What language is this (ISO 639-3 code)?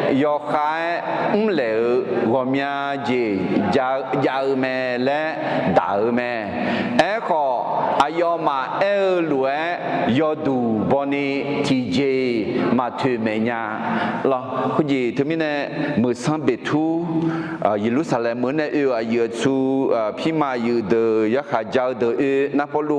ahk